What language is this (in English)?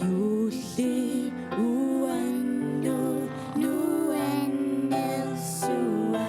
Kalaallisut